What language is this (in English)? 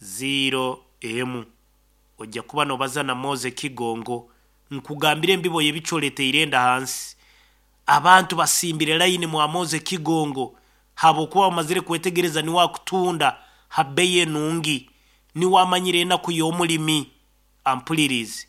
Nyankole